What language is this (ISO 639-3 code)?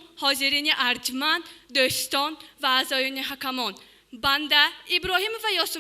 tgk